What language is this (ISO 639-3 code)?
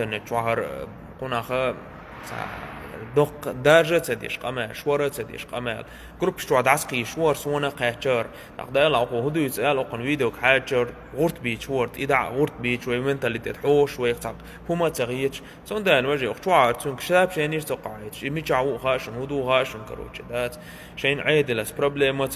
che